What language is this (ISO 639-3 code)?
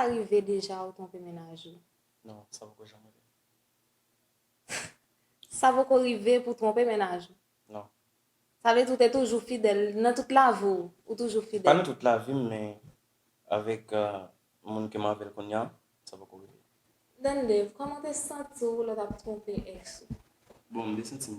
hat